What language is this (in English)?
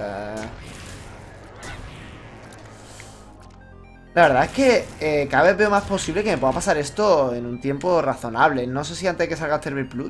Spanish